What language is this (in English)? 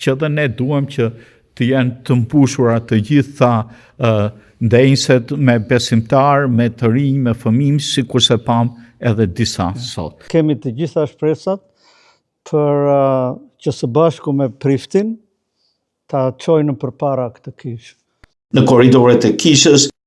Albanian